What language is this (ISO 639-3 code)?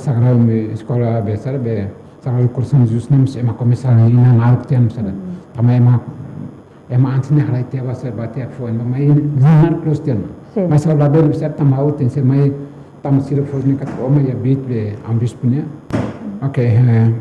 tet